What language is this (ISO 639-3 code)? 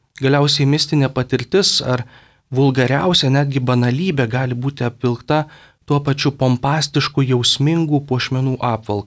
lit